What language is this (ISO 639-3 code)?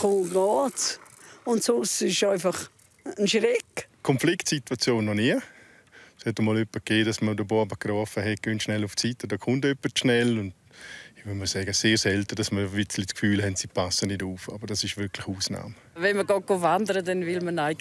roh